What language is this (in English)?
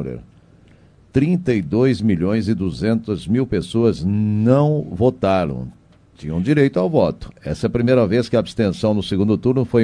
Portuguese